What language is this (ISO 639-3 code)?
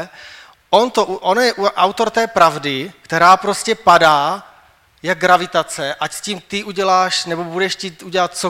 ces